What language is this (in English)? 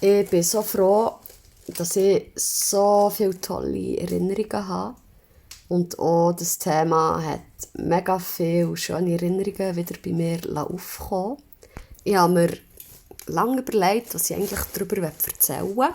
Swiss German